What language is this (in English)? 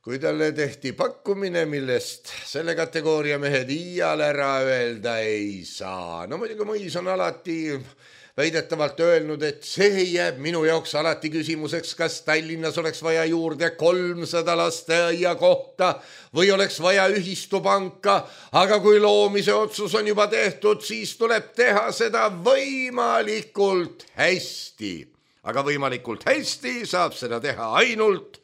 Estonian